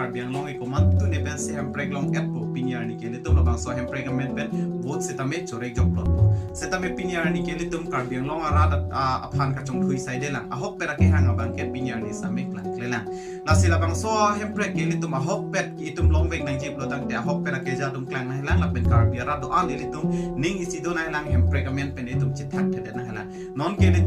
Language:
Karbi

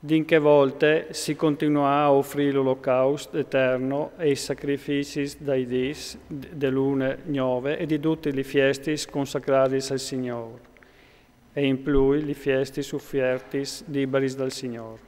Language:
Friulian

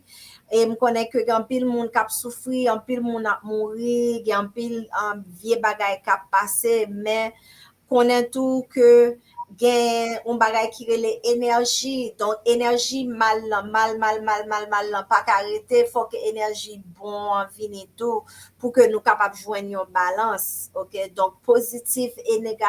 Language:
Haitian Creole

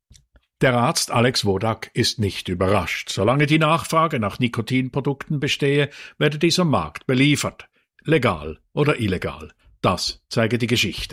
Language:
German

